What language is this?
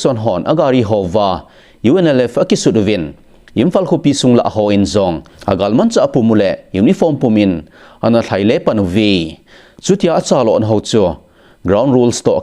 Thado Chin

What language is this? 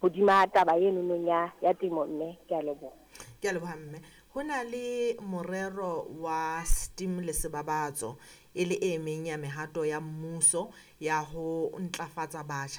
Southern Sotho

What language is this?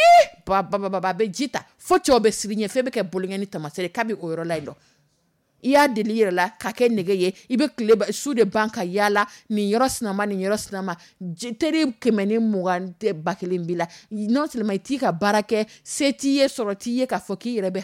Dyula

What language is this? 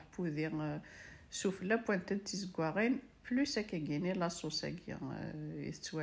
Kabyle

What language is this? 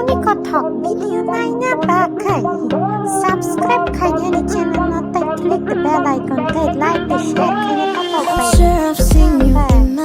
Kok Borok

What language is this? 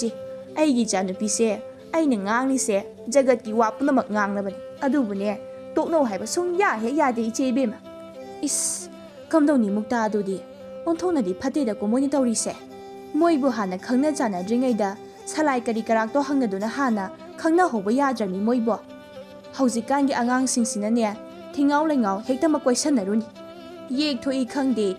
Manipuri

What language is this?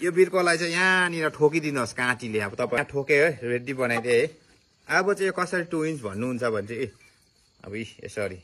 Nepali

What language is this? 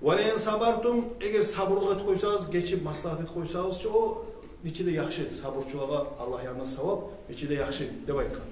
Kumyk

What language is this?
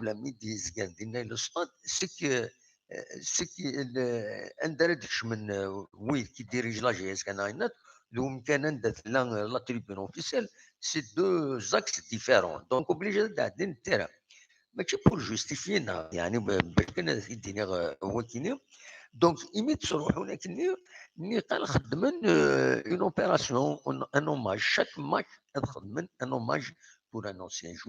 Kabyle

